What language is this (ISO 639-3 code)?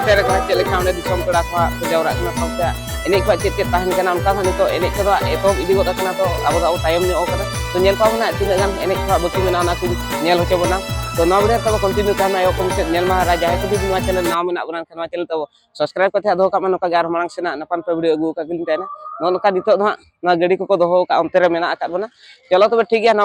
sat